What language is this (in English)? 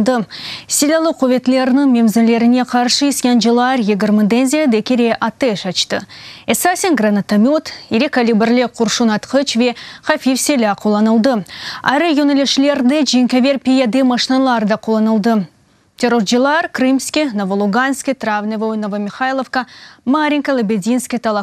Crimean Tatar